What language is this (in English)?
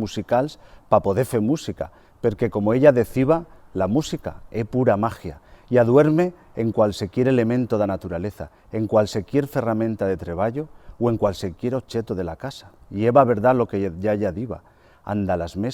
Aragonese